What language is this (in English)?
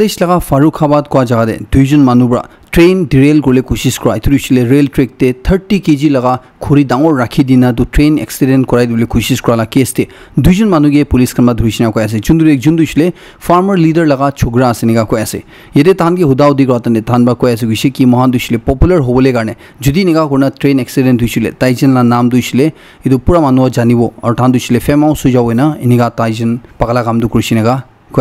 Naga Pidgin